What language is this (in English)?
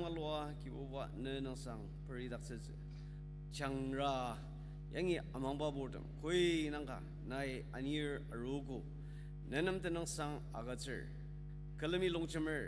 Ao Naga